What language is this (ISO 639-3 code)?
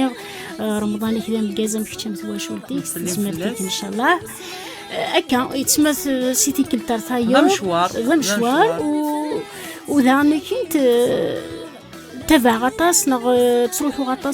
kab